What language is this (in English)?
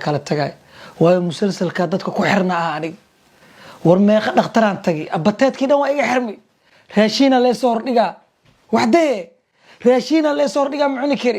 Somali